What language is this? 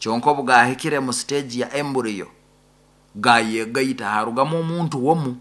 Nyoro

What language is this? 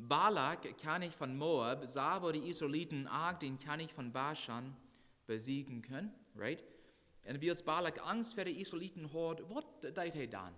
Plautdietsch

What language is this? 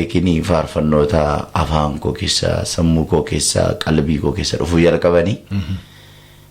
Oromo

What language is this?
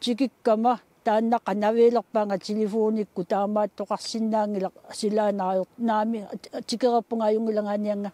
Kalaallisut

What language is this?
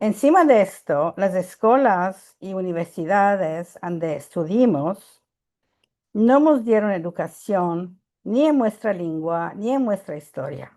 Ladino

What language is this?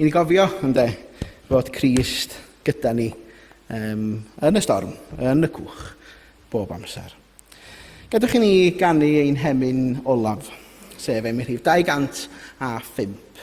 Welsh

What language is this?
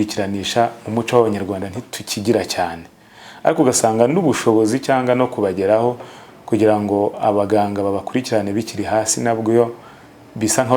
Kinyarwanda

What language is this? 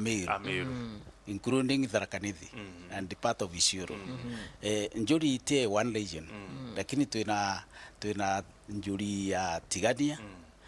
Meru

